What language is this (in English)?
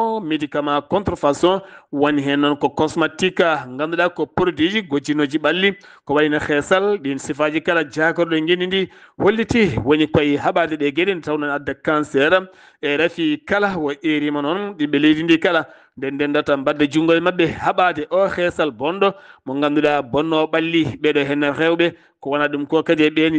Fula